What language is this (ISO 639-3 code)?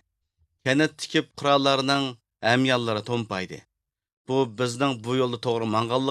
uig